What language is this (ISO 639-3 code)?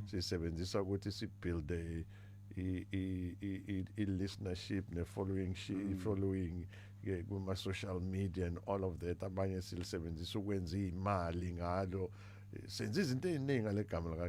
zul